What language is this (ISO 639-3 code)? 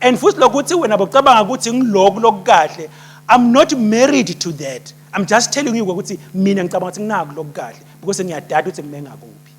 ssw